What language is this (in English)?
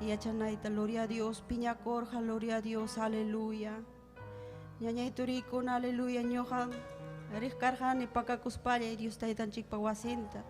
Ayacucho Quechua